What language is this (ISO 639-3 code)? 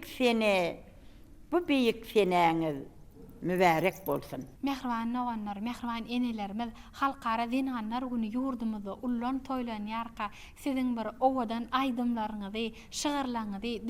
tuk